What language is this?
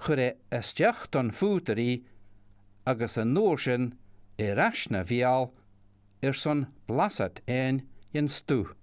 Scottish Gaelic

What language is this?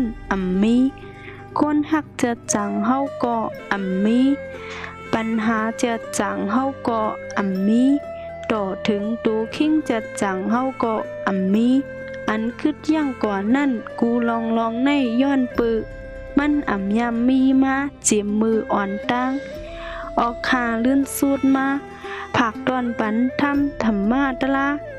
Shan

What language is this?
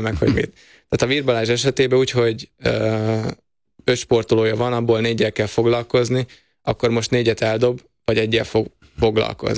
Hungarian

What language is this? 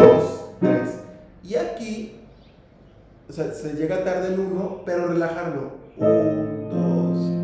Spanish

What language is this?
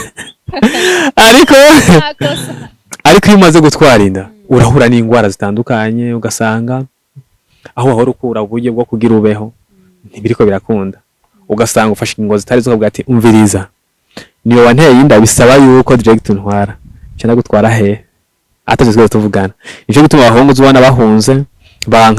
Rundi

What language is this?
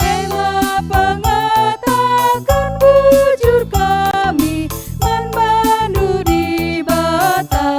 Batak Karo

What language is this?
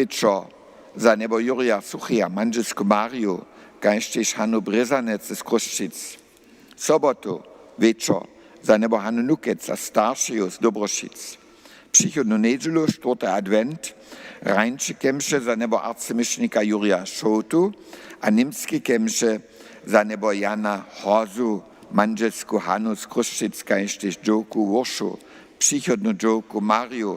Upper Sorbian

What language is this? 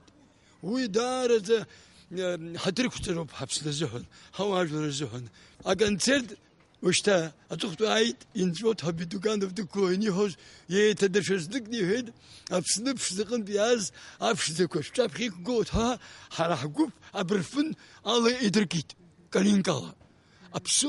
Abkhazian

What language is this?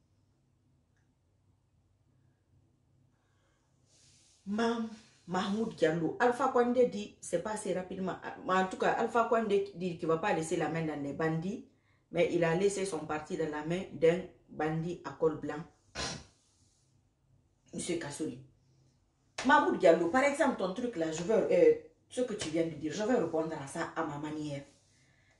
French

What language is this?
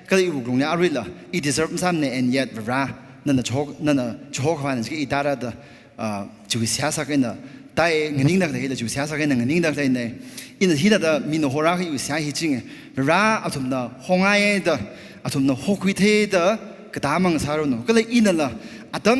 Tangkhul Naga (India)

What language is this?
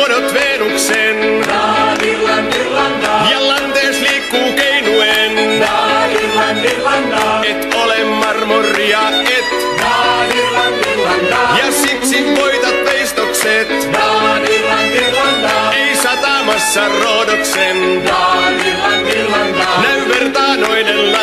Finnish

